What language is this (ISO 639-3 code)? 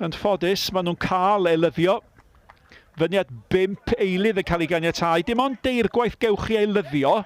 cym